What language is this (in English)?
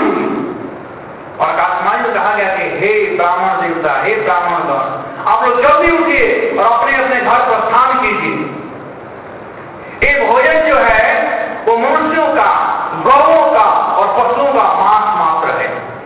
Hindi